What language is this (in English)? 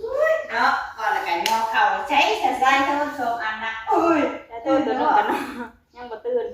Northeastern Thai